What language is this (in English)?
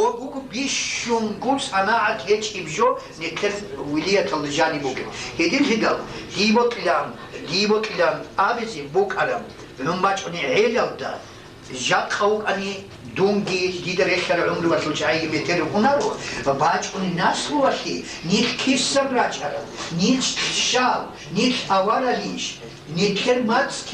Avaric